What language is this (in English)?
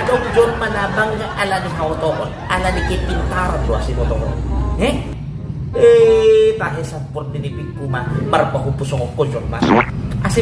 Batak Toba